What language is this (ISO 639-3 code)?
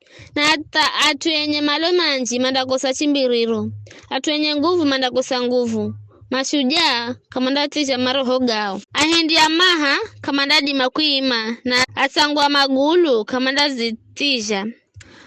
nyf